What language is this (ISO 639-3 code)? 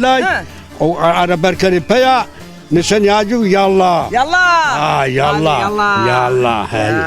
zza